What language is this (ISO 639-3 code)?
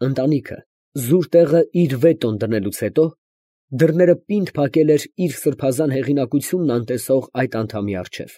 hye